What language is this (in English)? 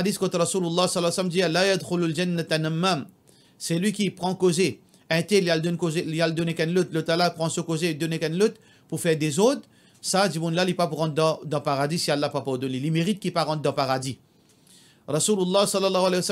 Morisyen